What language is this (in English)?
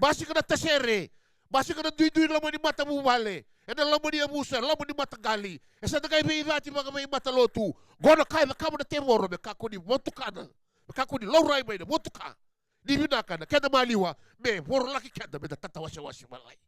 Fijian